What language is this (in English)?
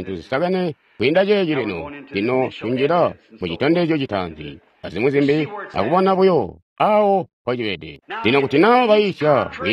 Tonga (Zambia)